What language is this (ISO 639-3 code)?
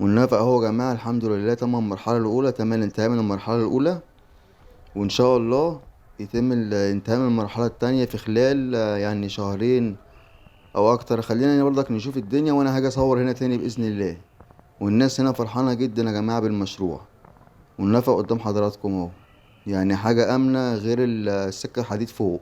arz